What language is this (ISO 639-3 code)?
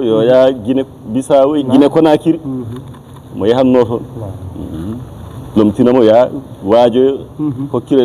ful